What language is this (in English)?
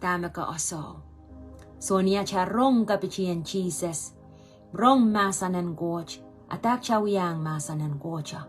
Pohnpeian